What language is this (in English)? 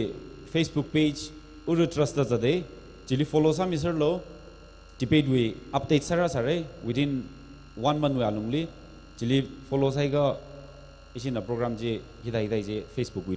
Tangkhul Naga (India)